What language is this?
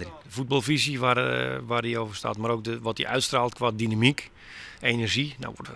Western Frisian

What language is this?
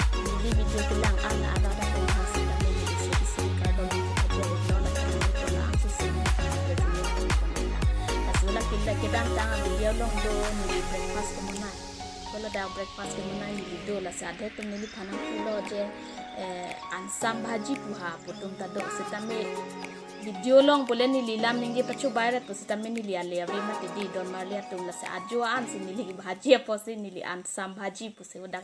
Karbi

